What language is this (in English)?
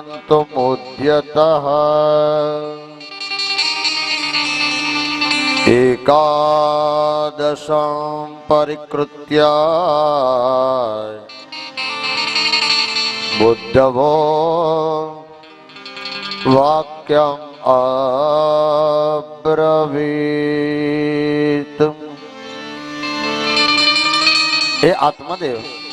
Gujarati